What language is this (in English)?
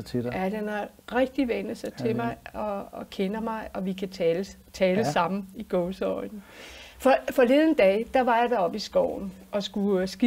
Danish